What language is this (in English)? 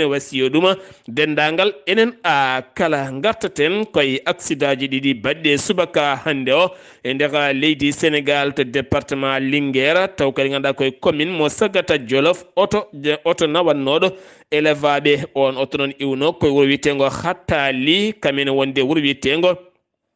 Fula